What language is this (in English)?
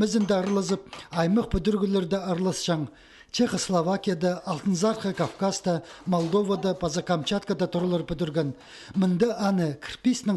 Khakas